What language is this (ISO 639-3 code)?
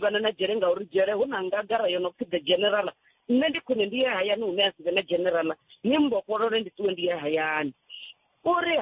ven